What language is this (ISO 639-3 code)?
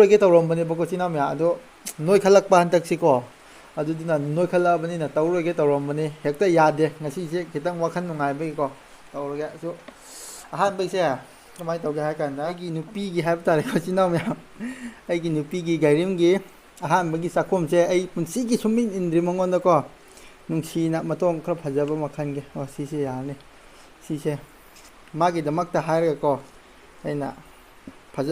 mni